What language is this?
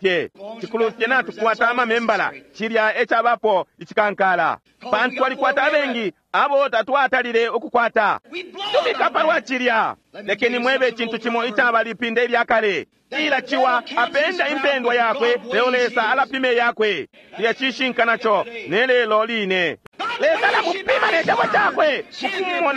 Bemba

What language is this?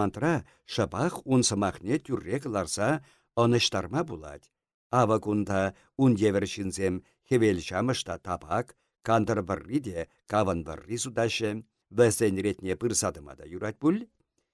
Chuvash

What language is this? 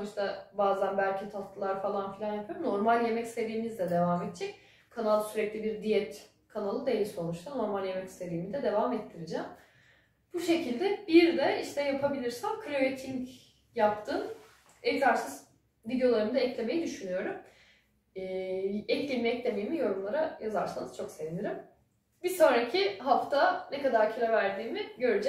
Turkish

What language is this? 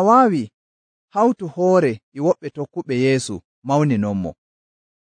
Nigerian Fulfulde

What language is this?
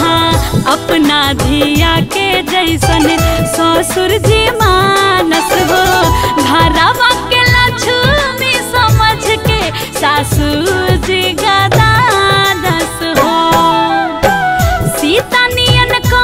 Bhojpuri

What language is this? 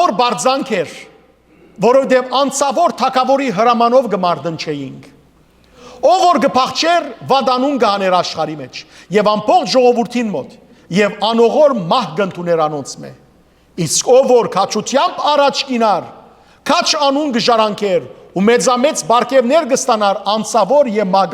Western Armenian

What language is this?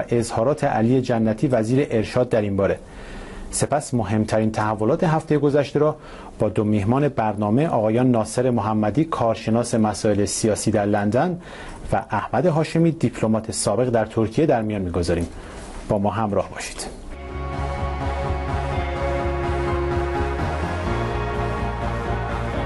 Persian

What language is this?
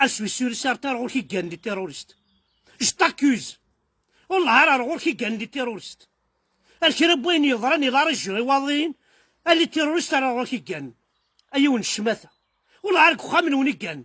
Kabyle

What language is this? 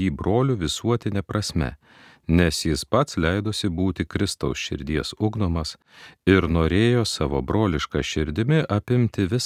Lithuanian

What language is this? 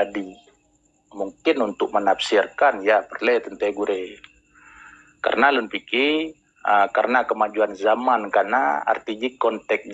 Achinese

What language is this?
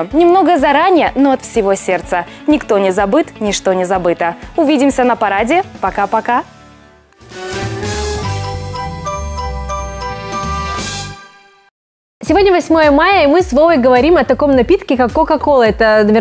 Russian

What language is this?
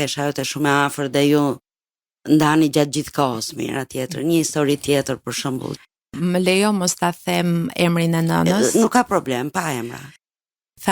Albanian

